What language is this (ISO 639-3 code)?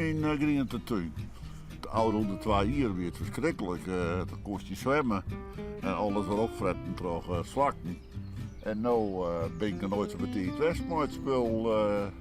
fry